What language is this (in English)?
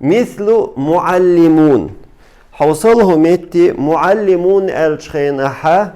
Chechen